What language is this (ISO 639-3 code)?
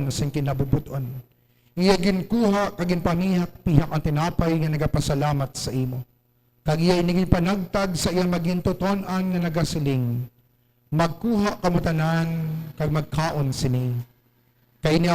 hil